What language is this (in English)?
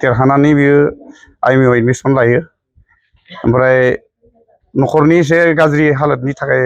Bodo